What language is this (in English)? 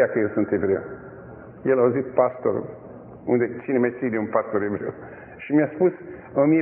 Romanian